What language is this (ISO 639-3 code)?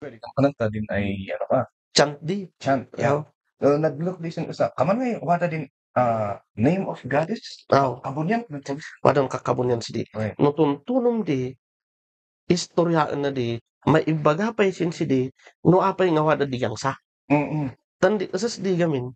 kne